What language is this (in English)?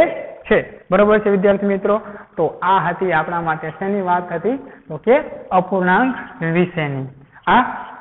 Gujarati